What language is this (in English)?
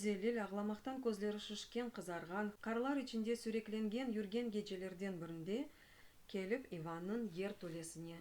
Crimean Tatar